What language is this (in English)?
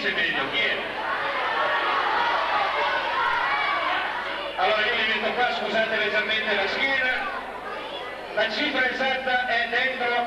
Italian